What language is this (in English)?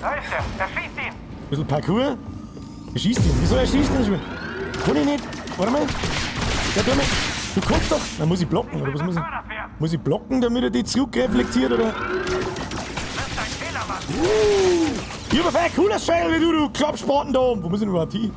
Bavarian